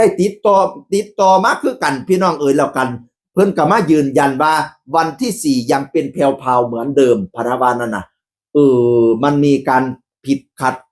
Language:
Northeastern Thai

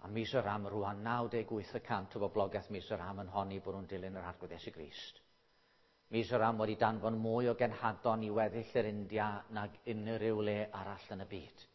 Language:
Welsh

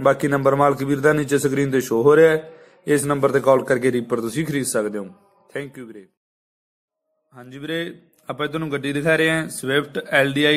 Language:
Punjabi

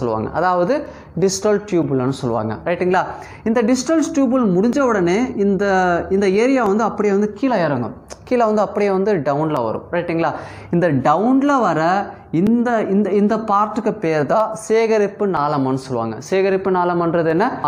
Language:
Tamil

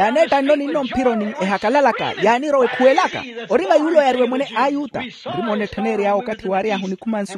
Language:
Makhuwa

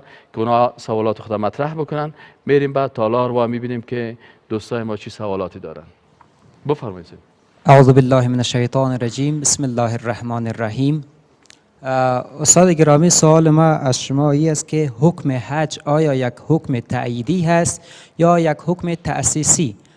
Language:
Persian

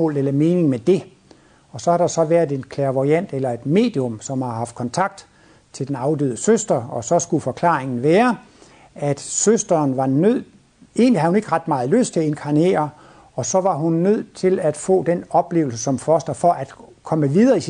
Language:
Danish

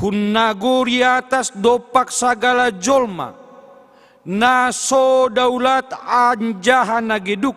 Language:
Batak Simalungun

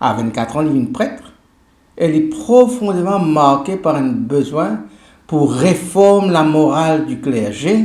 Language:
Morisyen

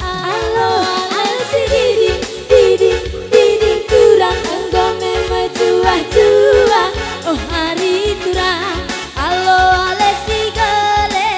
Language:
Batak Karo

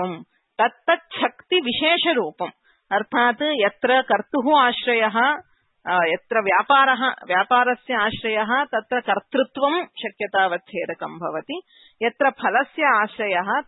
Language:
Sanskrit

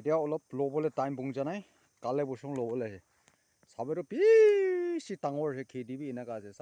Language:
Naga Pidgin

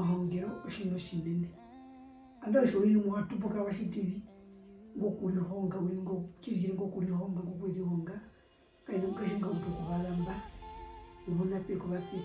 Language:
Herero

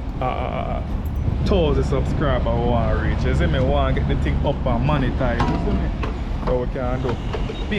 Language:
Jamaican Creole English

